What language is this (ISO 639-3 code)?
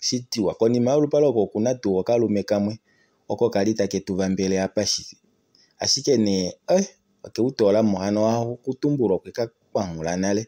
kua